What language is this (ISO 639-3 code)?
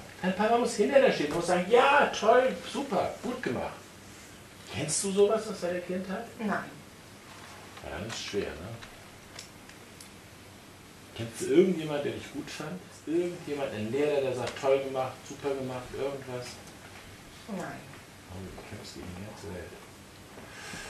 deu